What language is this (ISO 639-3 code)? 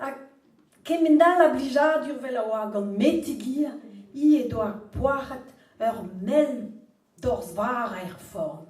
bre